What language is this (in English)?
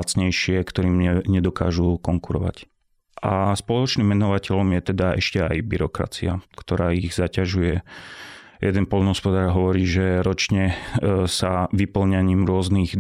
Slovak